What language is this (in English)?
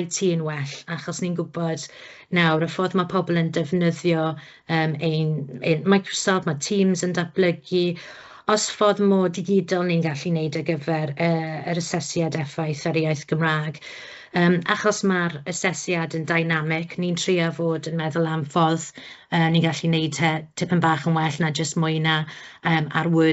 Welsh